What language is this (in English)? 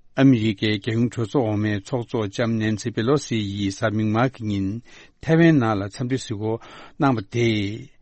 Tibetan